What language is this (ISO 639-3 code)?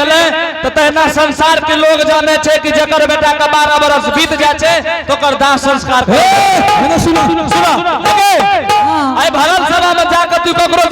anp